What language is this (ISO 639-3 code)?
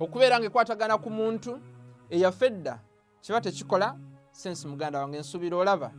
lug